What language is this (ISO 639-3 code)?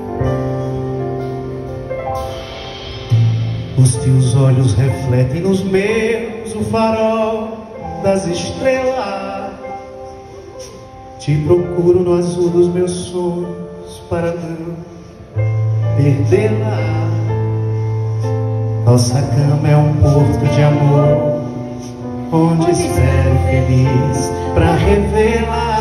por